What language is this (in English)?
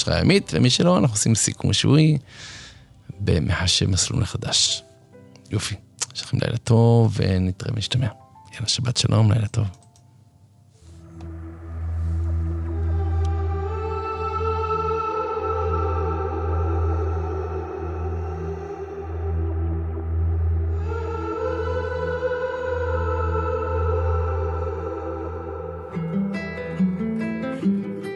Hebrew